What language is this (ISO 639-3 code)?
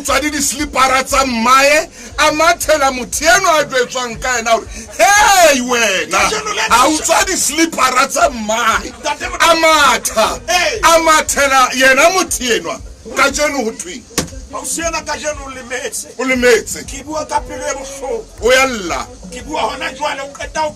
sot